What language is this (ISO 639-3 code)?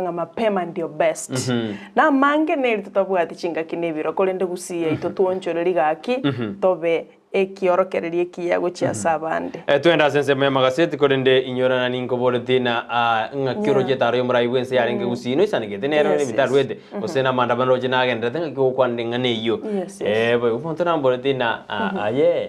guz